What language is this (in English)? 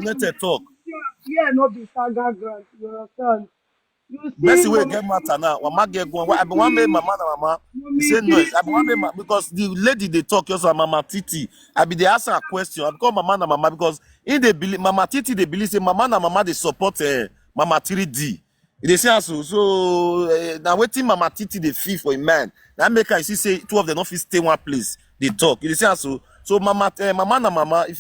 Nigerian Pidgin